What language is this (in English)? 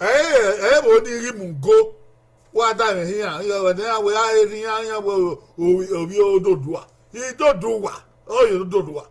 Bini